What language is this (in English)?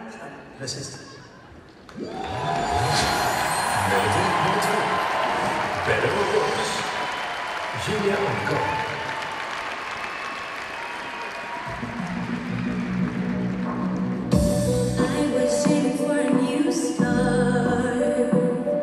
Swedish